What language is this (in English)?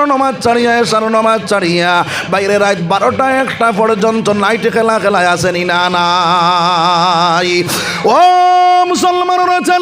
Sylheti